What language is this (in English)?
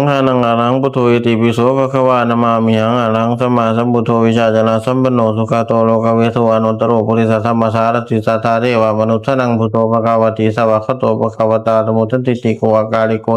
Pali